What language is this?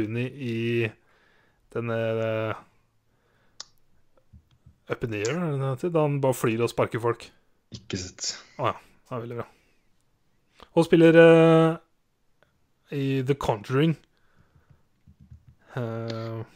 Norwegian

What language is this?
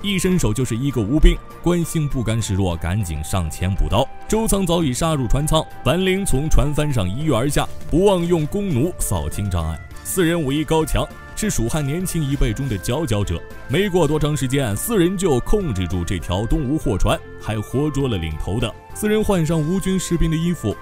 Chinese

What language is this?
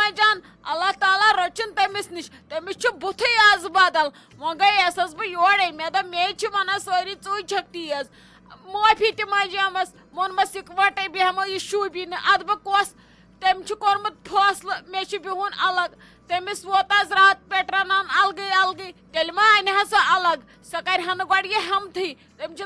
Kashmiri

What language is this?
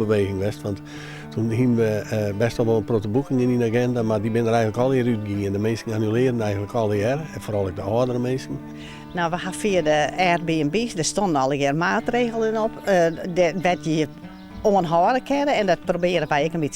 Western Frisian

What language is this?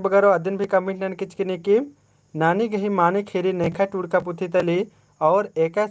Kurukh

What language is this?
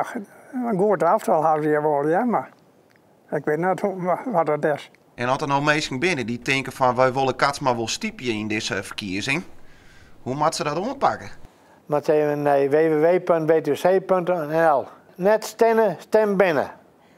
Western Frisian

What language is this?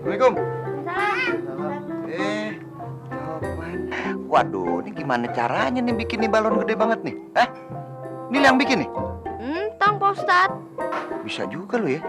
Betawi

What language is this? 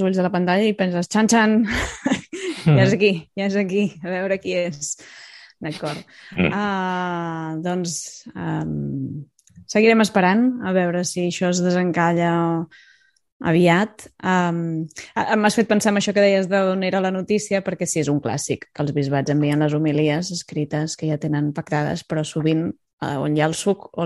Catalan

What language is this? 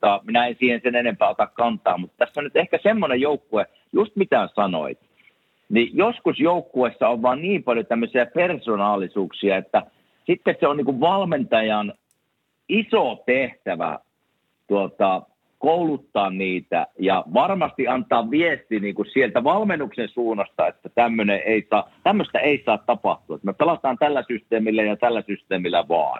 Finnish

